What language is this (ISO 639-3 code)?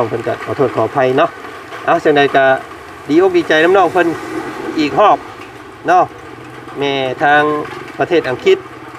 lao